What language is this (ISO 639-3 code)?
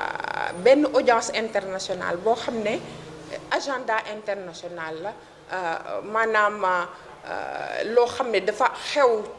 wol